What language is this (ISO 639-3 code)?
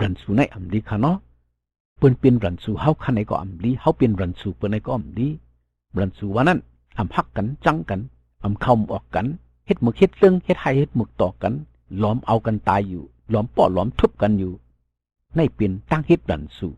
shn